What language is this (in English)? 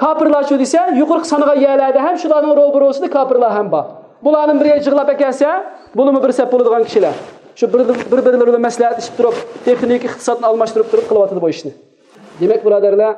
Uyghur